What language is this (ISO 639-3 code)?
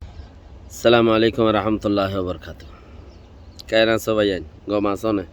rhg